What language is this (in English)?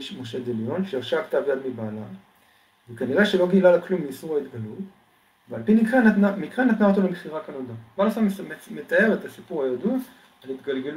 Hebrew